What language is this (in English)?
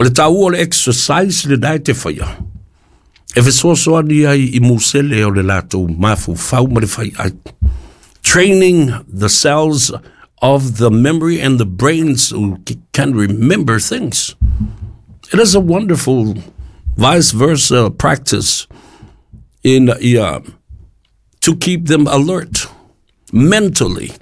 Samoan